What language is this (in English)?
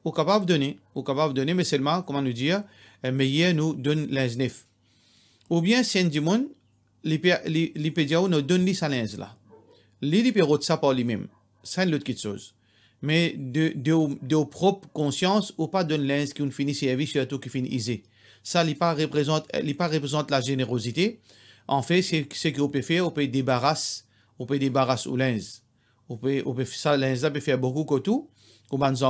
Morisyen